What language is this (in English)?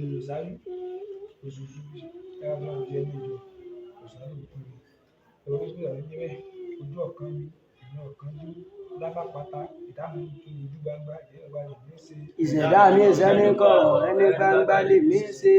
Yoruba